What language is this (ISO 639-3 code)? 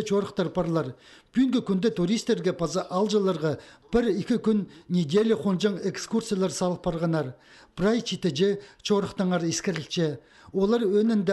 kjh